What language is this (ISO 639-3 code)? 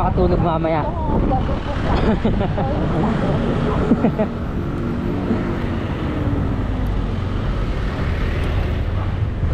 fil